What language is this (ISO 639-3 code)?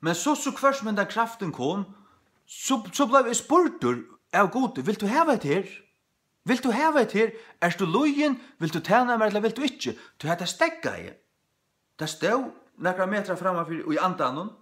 fao